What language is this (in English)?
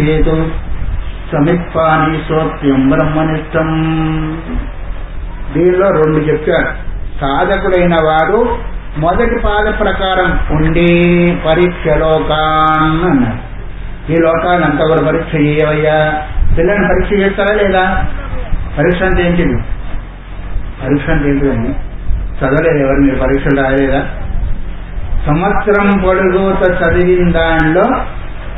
Telugu